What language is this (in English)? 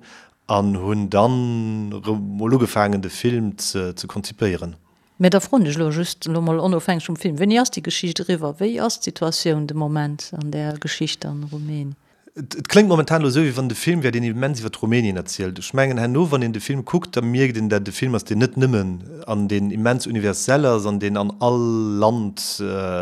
Luxembourgish